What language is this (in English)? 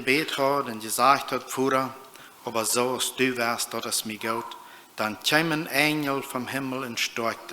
Plautdietsch